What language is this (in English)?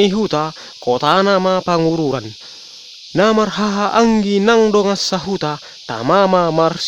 Batak Toba